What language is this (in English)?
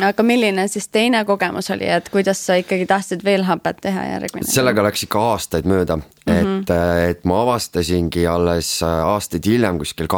Estonian